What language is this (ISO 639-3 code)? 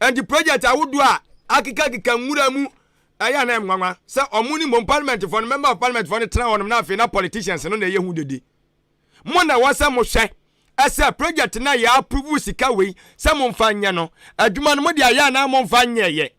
aka